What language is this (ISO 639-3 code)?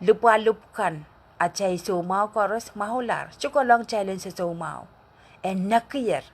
pon